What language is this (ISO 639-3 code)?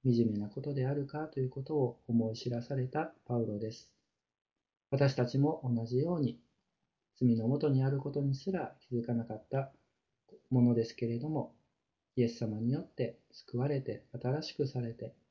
jpn